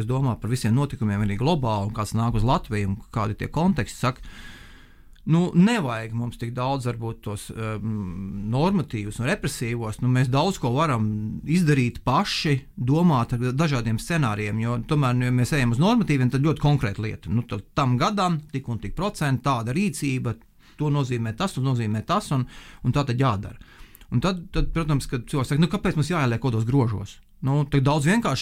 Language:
Latvian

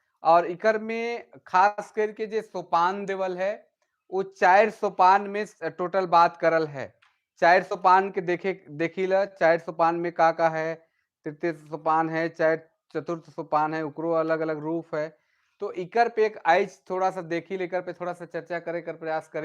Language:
Sadri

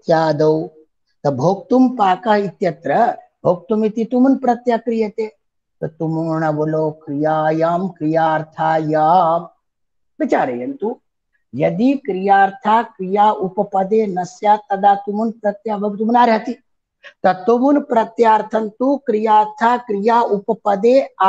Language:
Sanskrit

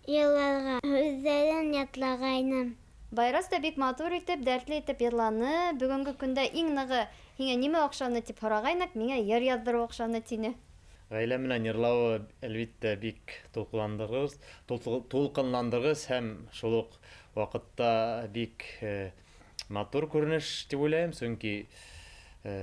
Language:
Bashkir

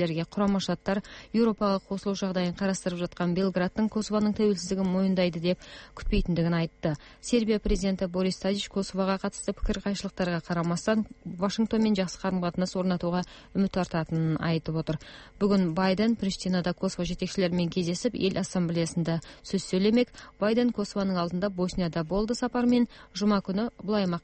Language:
Kyrgyz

